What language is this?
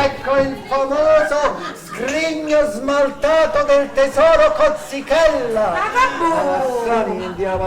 Neapolitan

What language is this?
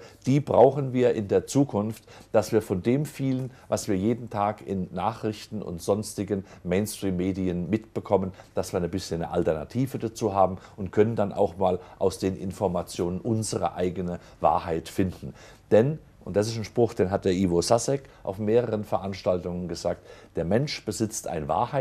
German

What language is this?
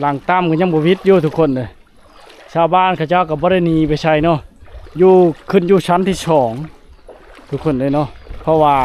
Lao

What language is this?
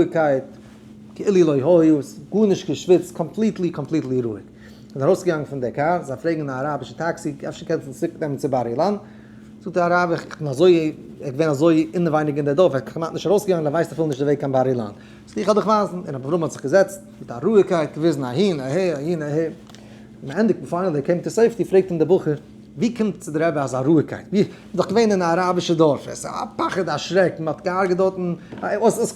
Yiddish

